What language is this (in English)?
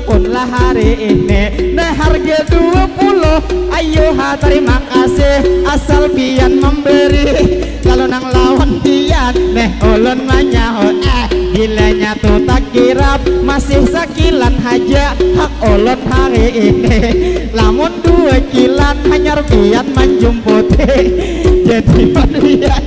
Banjar